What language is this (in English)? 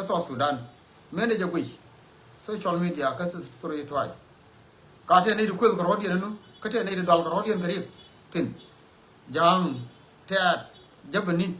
Nuer